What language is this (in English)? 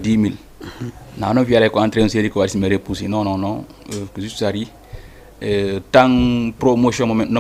Fula